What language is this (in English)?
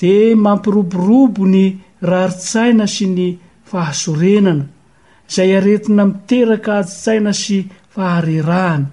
Malagasy